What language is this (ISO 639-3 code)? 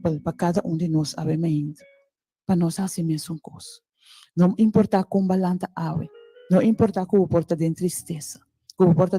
pap